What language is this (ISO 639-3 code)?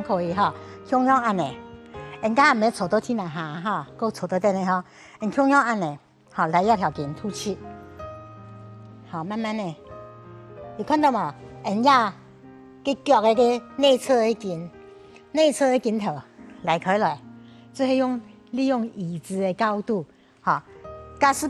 hak